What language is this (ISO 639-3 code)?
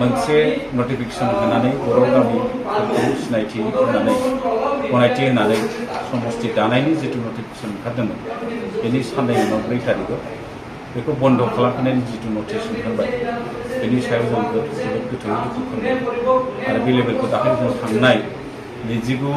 brx